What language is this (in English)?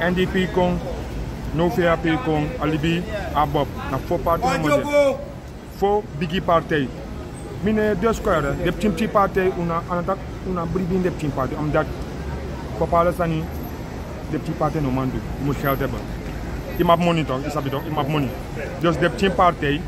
Sranan Tongo